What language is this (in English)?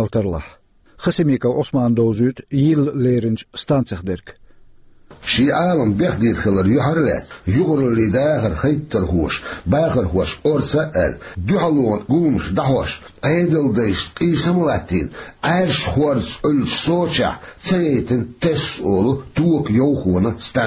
Chechen